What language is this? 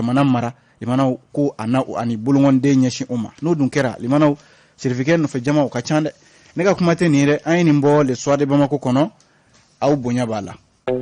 Bambara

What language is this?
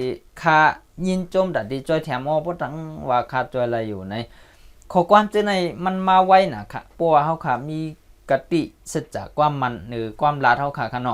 Shan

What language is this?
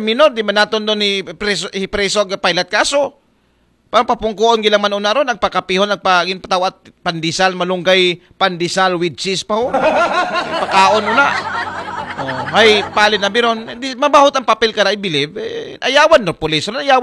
Aklanon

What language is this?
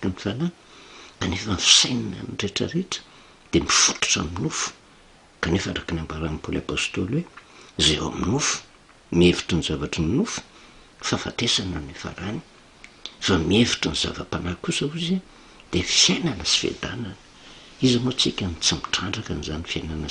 Malagasy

